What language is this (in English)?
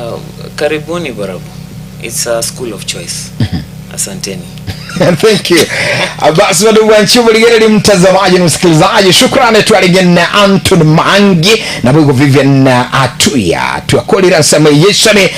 Gusii